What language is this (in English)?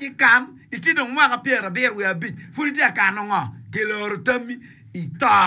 Acoli